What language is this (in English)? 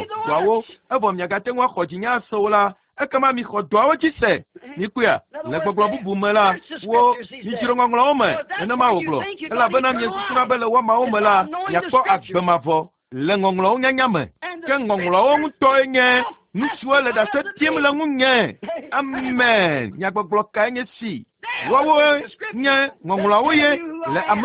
Ewe